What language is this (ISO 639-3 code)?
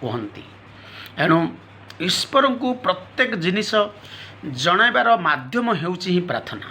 ori